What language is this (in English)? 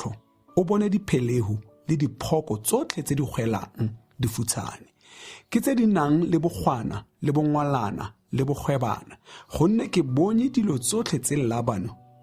Tswana